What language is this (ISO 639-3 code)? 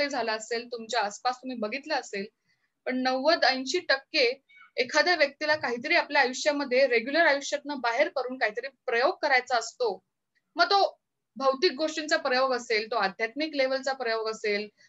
mar